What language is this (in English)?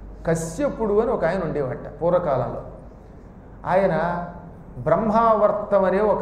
Telugu